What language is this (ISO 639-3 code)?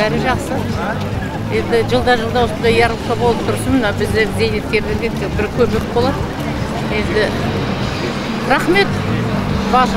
kaz